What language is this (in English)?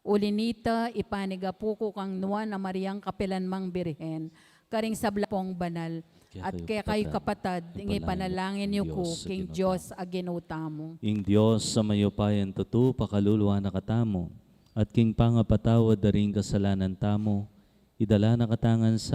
Pampanga